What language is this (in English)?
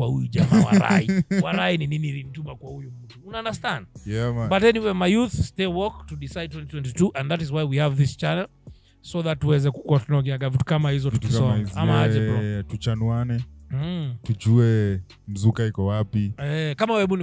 Swahili